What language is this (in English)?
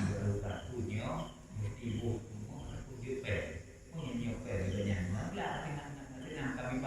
Achinese